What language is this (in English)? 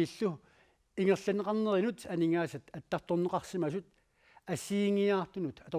Kalaallisut